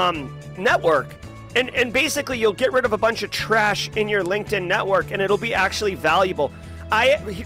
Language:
English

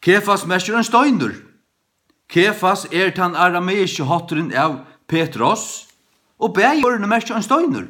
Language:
Faroese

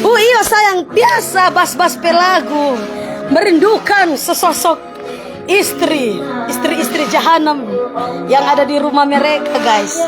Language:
Manado Malay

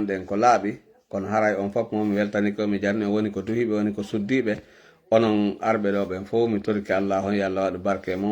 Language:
Fula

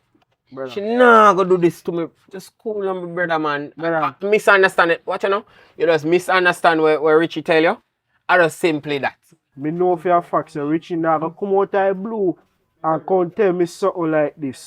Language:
Jamaican Creole English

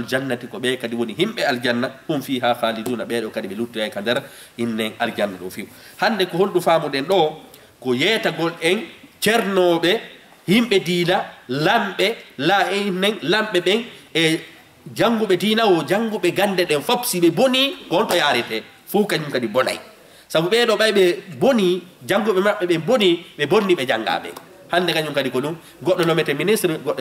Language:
Fula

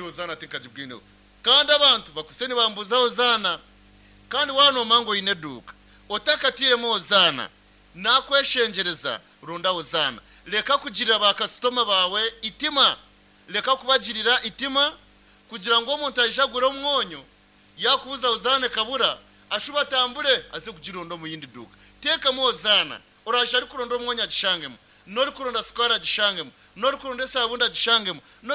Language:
Nyankole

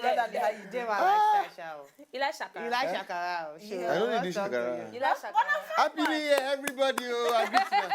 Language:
Nigerian Pidgin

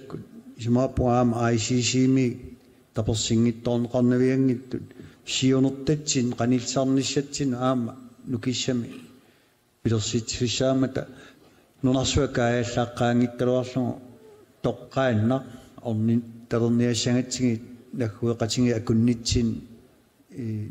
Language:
Kalaallisut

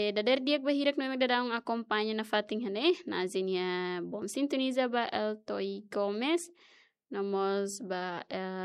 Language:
Tetum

